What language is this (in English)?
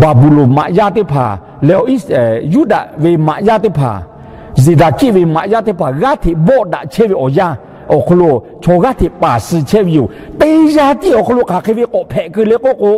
Lahu